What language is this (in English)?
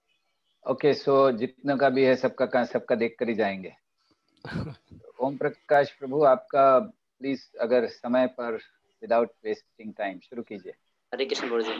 Hindi